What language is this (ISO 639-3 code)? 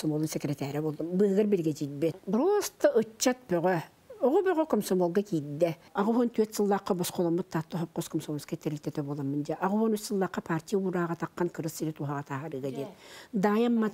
sah